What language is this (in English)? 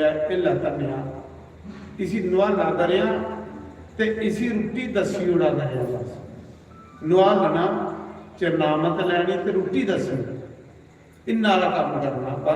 Dogri